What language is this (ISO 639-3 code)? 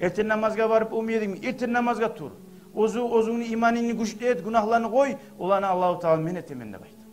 kum